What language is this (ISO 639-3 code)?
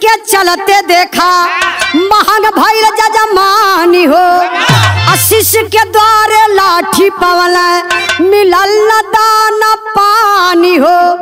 bho